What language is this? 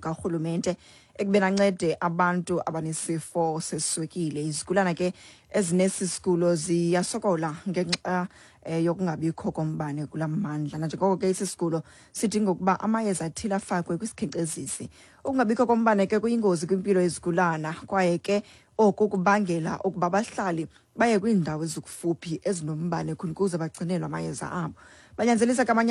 Xhosa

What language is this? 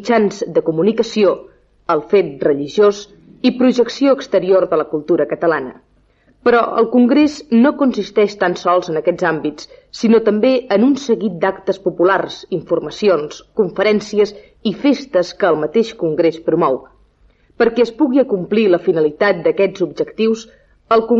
Catalan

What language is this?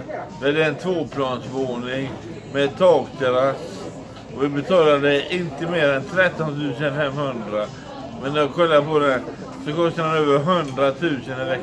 Swedish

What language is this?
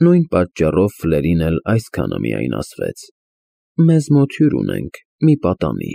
Armenian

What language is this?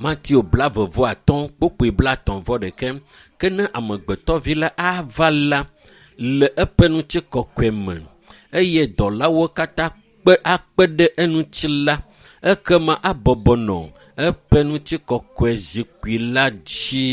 Ewe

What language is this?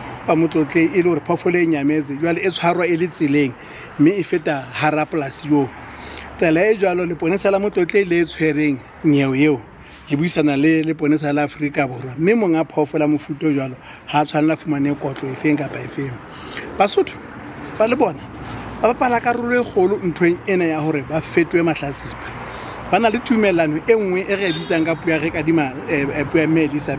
Southern Sotho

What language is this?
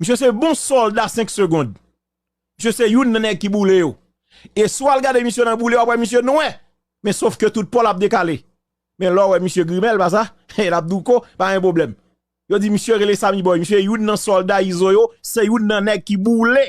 Haitian Creole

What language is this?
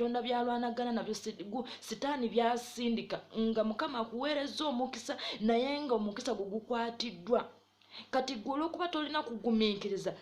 Ganda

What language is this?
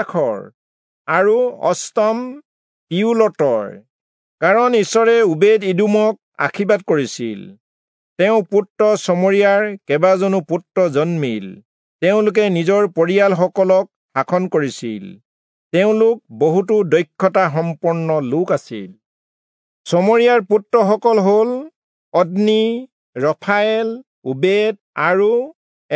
Assamese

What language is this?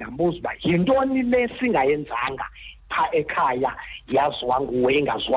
Xhosa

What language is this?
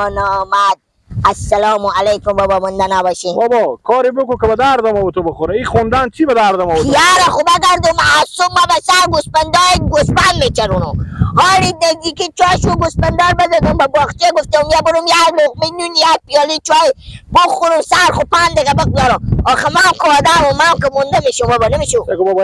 Persian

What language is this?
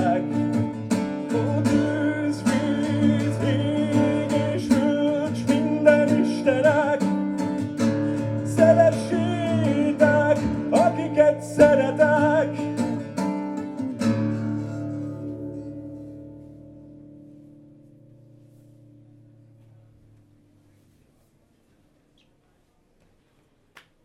Hungarian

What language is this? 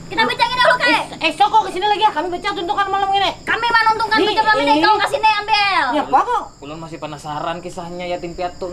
Banjar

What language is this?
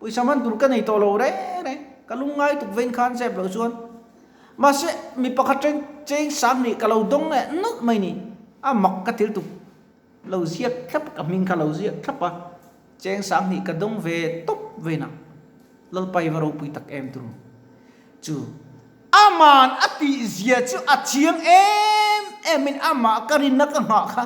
Mizo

